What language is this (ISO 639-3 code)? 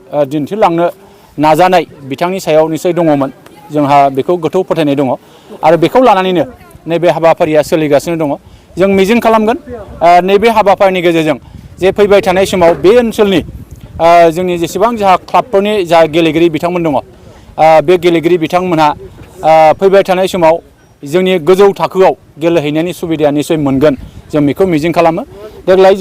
brx